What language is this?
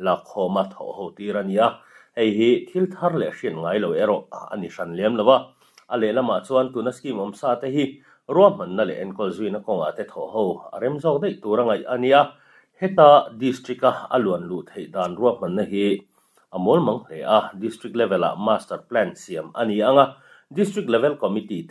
Mizo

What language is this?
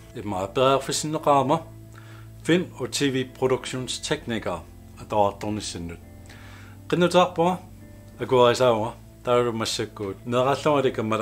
Kalaallisut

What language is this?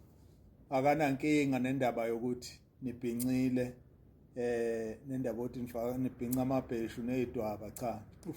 Zulu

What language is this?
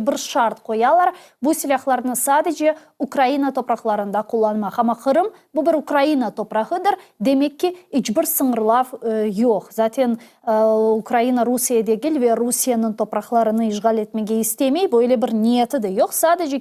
Crimean Tatar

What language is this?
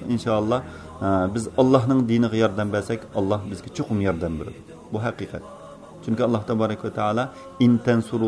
Uyghur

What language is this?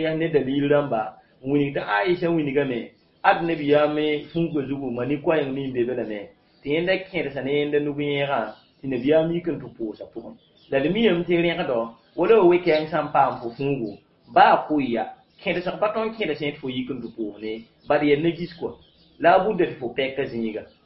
Mossi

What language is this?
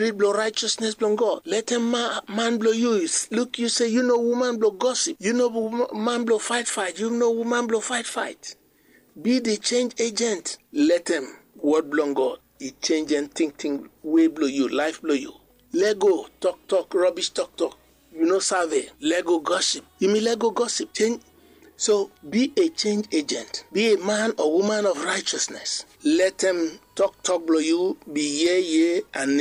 Bislama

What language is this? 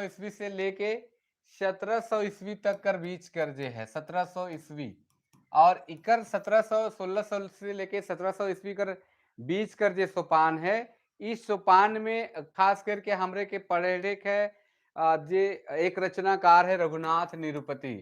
Sadri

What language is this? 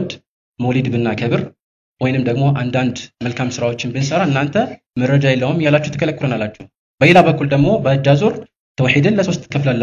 Amharic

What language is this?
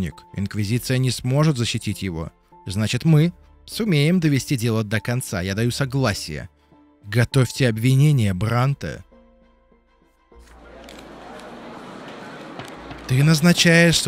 Russian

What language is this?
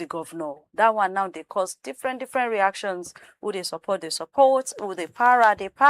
Nigerian Pidgin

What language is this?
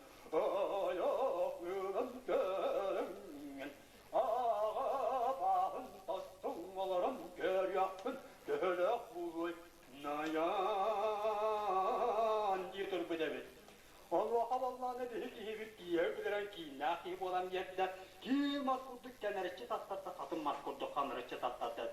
Yakut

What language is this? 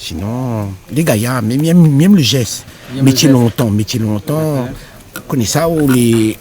Réunion Creole French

